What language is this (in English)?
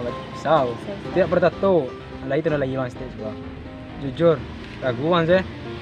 Minangkabau